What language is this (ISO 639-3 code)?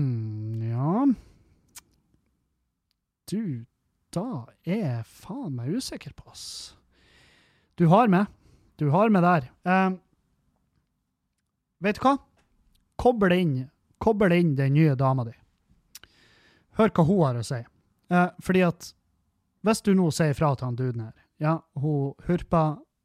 nor